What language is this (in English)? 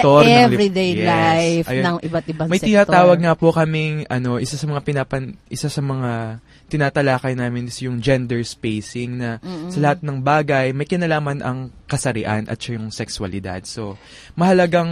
Filipino